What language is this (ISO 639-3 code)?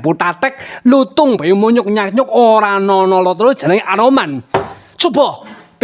jav